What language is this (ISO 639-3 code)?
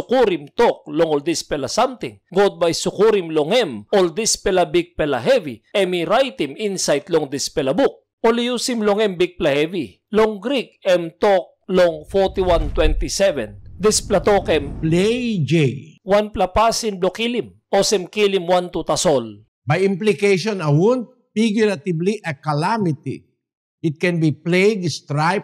tpi